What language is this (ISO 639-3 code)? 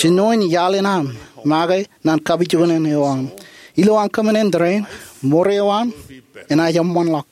mah